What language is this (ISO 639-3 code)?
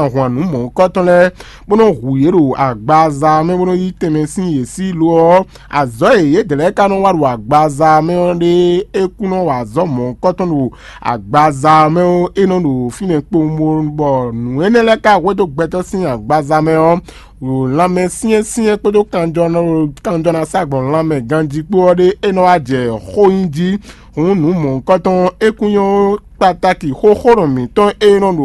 fon